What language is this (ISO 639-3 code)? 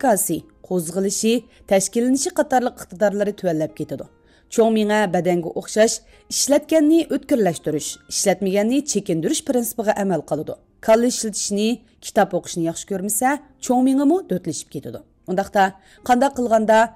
uig